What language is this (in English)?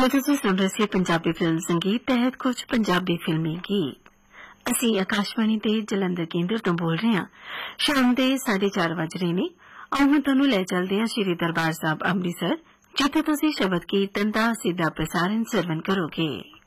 Punjabi